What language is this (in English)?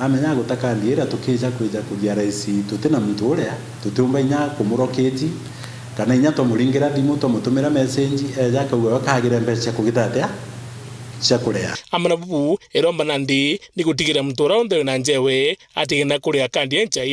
Meru